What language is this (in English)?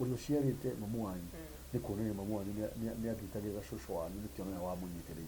Kikuyu